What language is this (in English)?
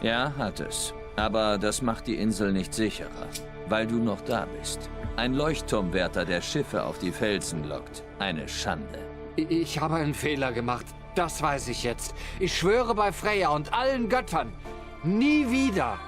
Swiss German